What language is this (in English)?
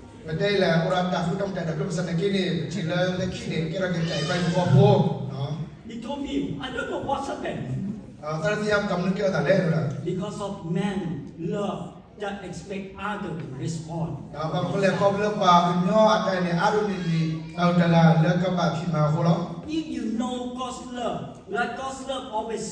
S'gaw Karen